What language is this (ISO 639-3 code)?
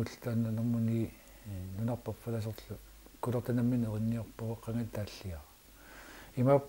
kal